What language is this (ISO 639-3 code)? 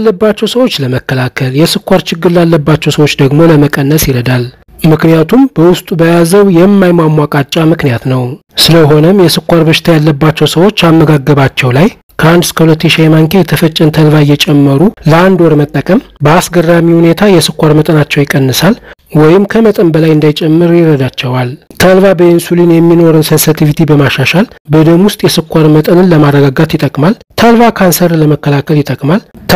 amh